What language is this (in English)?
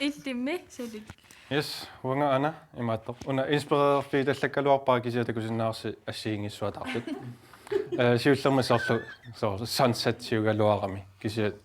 Kalaallisut